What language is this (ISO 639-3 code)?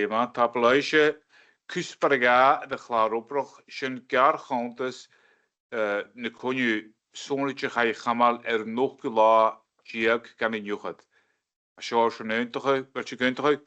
gla